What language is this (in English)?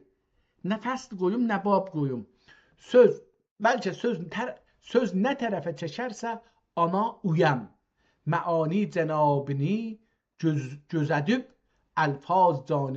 South Azerbaijani